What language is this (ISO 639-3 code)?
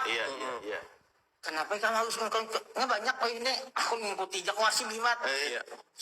bjn